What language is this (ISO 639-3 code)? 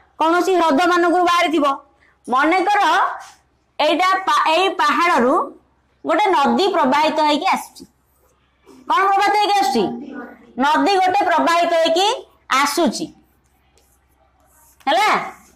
ori